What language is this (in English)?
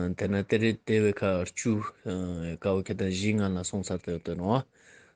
Ladakhi